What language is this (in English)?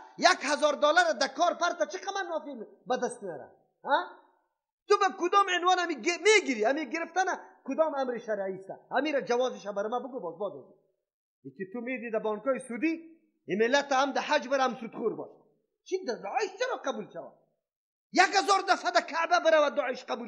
Persian